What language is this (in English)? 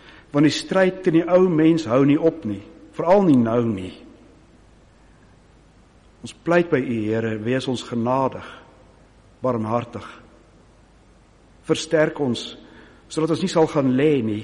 Afrikaans